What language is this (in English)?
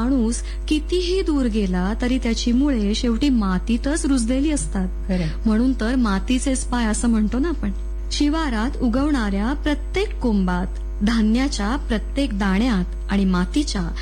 Marathi